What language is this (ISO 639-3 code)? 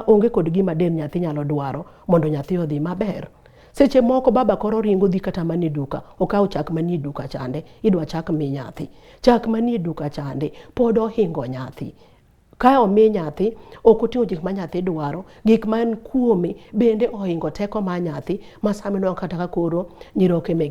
luo